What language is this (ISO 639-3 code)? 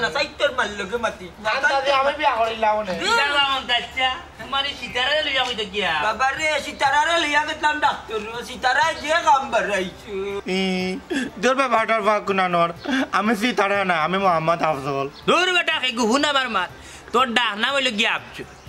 syl